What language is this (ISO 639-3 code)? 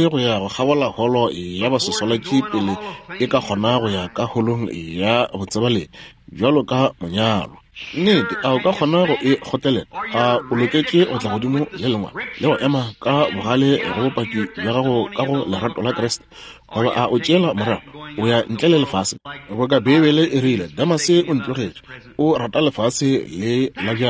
nso